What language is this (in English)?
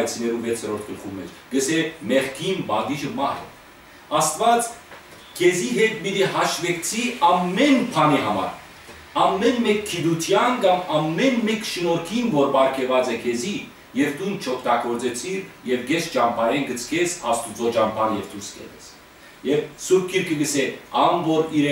Western Armenian